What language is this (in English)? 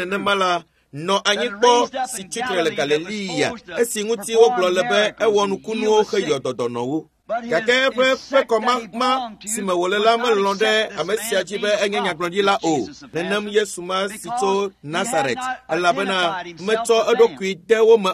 Ewe